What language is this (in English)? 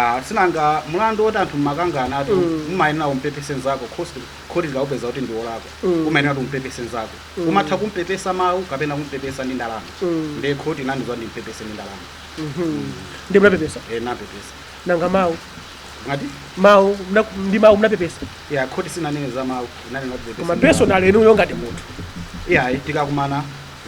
Nyanja